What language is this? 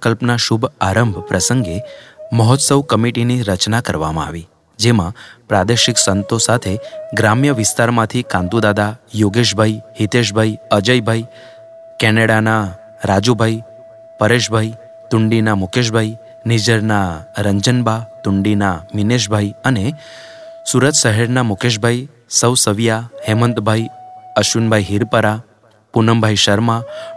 Gujarati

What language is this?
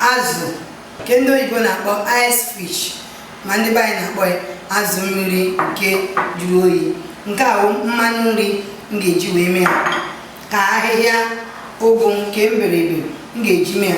Igbo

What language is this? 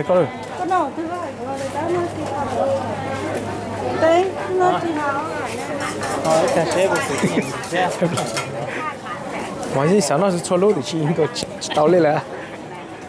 Thai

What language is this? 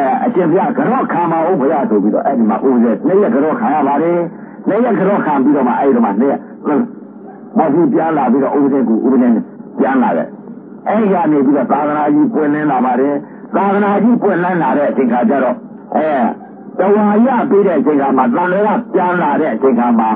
Burmese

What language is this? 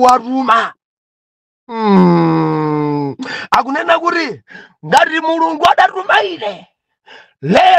Nyanja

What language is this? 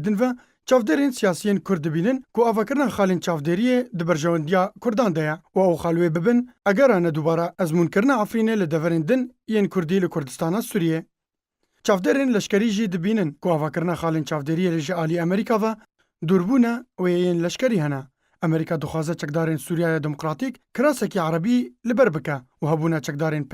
Kurdish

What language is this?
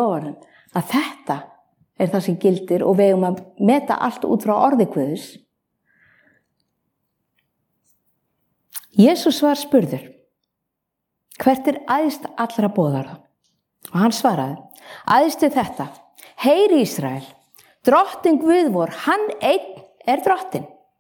Icelandic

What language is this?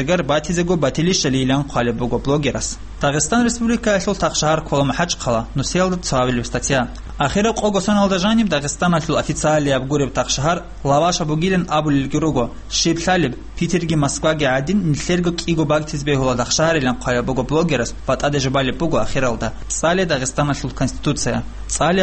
Avaric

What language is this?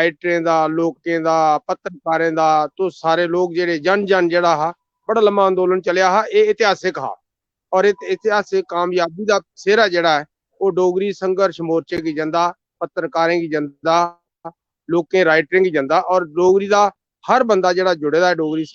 Dogri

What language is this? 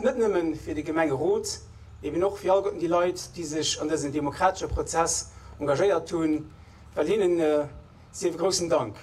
Luxembourgish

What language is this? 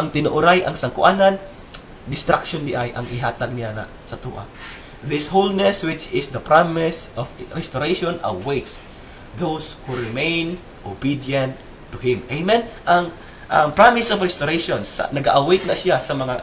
Cebuano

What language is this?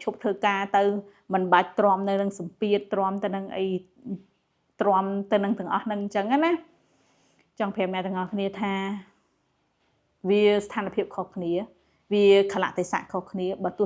Khmer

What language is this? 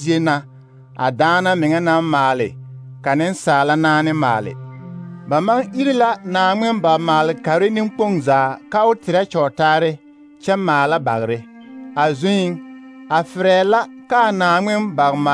Southern Dagaare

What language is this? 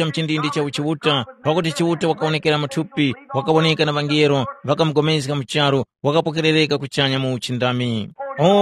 Tumbuka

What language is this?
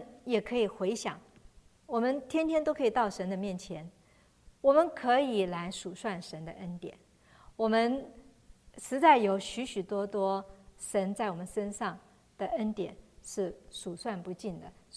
Chinese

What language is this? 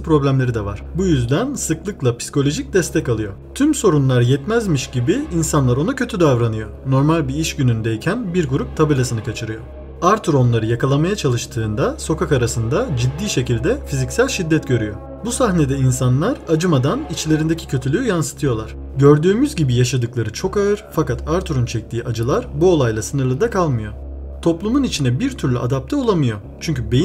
Turkish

